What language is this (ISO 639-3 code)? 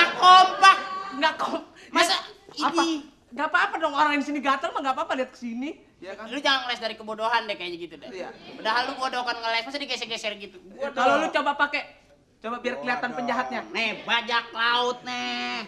bew